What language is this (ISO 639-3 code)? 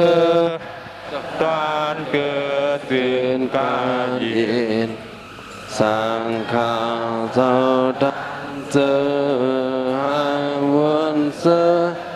shn